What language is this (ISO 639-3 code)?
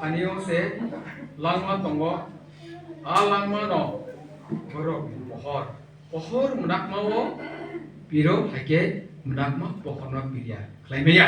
trp